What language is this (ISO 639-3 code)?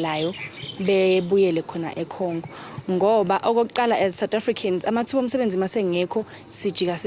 zul